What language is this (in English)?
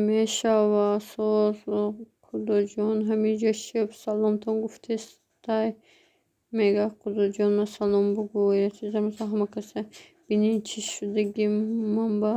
Tajik